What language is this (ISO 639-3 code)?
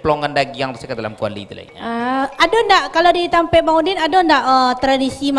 min